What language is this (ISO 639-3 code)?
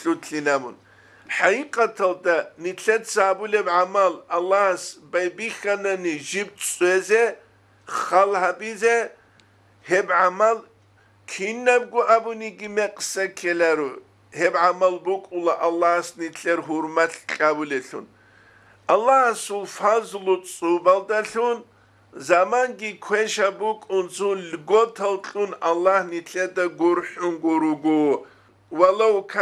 ava